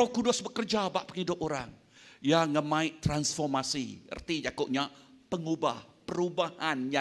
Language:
Iban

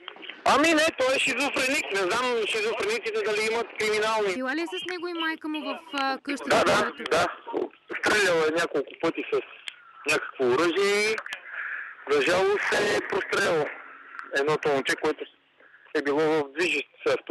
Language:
Bulgarian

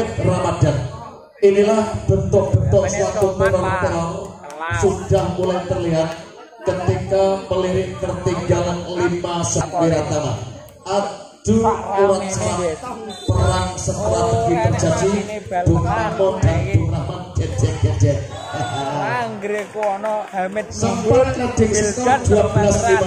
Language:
Indonesian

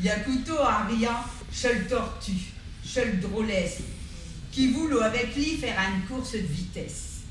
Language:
Picard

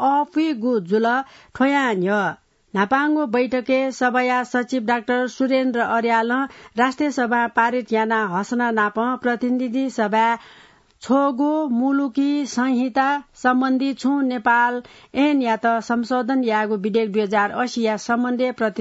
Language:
Newari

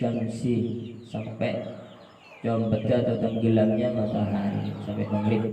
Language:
Madurese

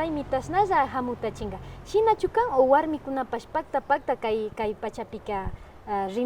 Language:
Imbabura Highland Quichua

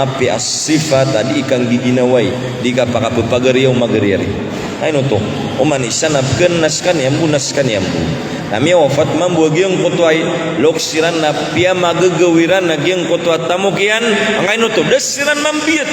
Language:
Maranao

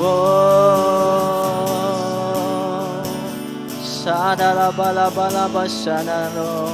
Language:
Iban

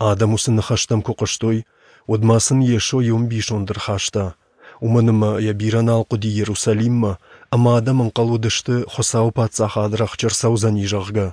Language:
Ossetic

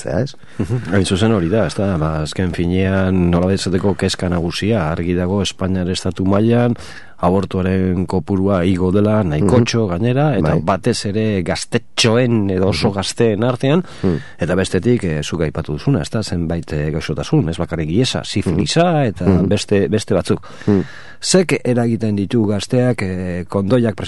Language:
Basque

